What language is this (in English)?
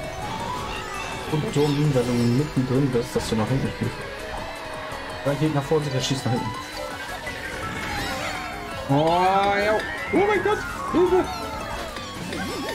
German